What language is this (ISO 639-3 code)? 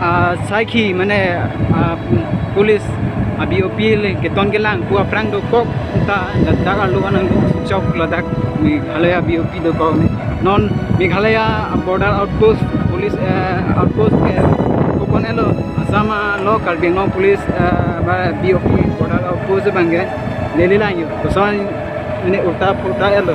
mjw